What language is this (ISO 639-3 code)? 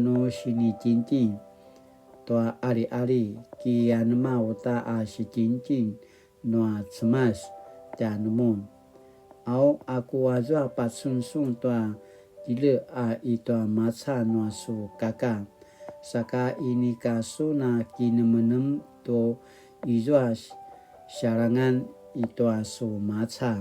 pwn